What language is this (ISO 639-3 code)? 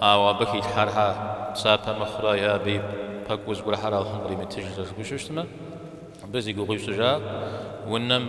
kbd